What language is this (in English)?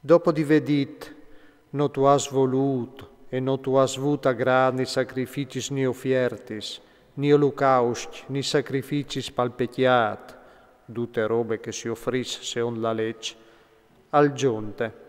Friulian